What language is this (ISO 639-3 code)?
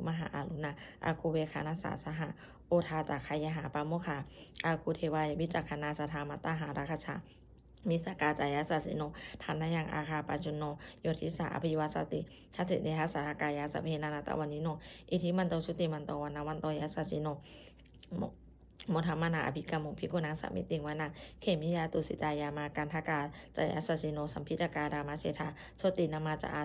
pli